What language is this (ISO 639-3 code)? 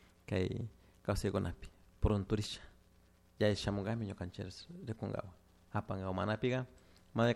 qug